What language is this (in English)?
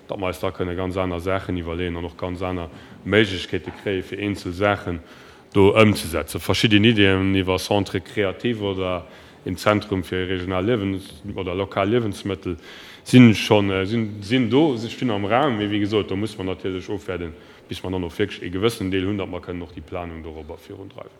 Luxembourgish